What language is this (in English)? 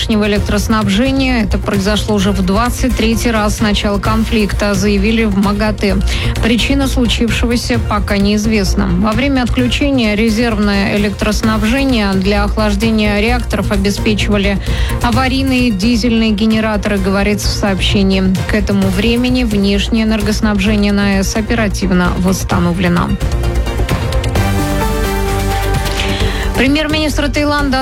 Russian